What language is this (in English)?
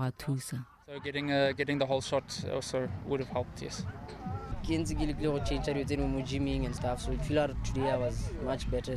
Tswana